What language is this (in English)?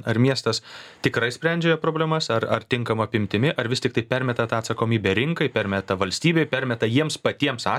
Lithuanian